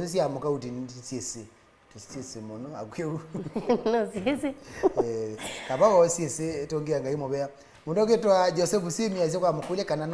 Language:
Kamba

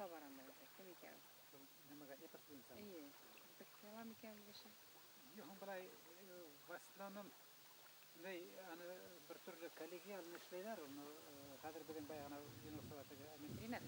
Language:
Bashkir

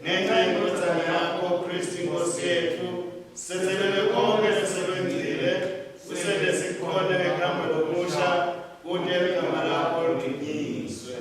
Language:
Swati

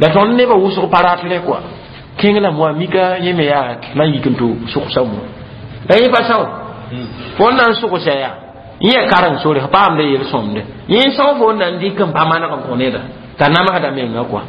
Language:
Mossi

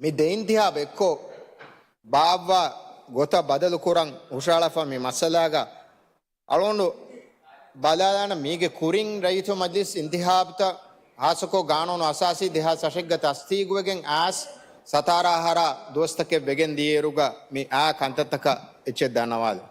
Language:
Divehi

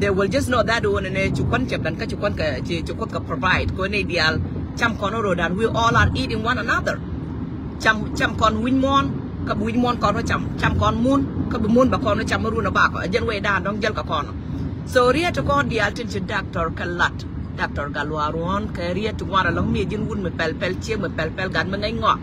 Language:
Nuer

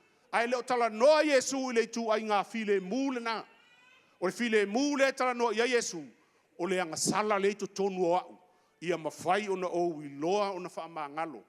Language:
Samoan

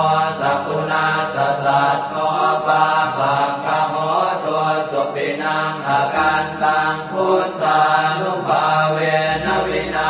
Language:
Pali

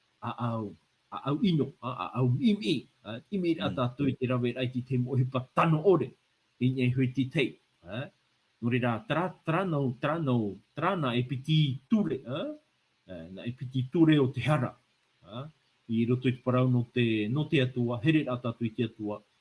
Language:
Tahitian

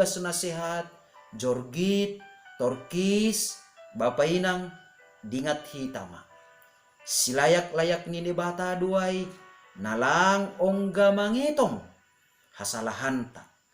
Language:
Batak Simalungun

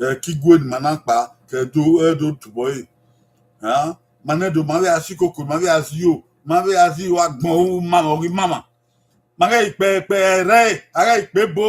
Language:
Bini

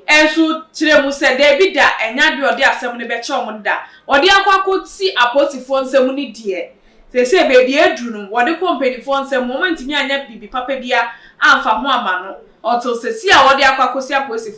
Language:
Akan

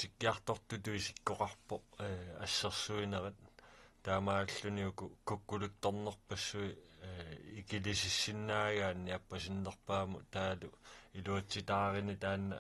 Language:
Kalaallisut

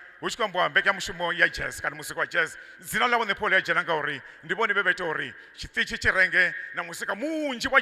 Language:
Venda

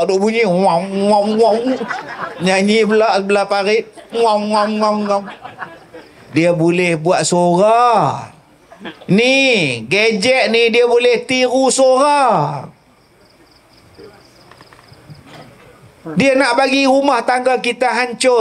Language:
Malay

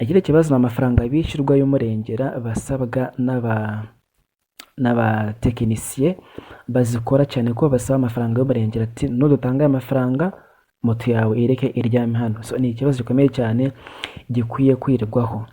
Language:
Kinyarwanda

